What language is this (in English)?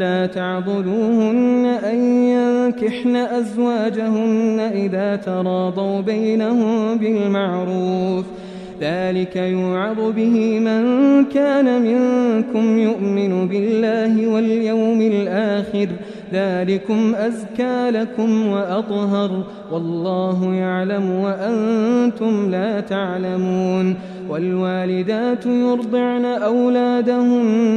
Arabic